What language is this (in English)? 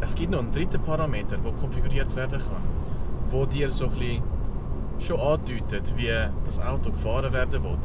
Swiss German